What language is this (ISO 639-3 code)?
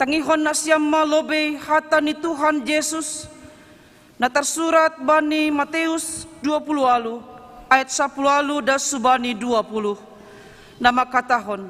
bts